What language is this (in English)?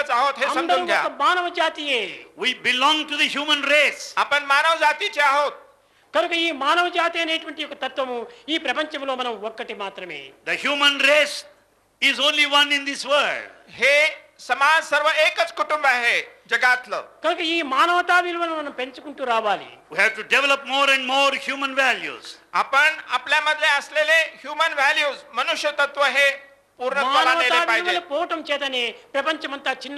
Telugu